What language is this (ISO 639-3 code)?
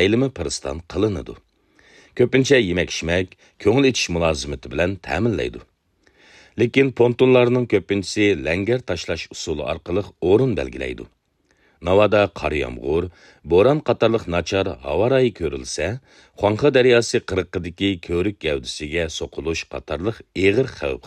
uig